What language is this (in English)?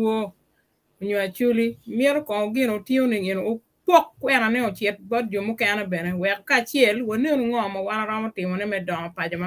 Acoli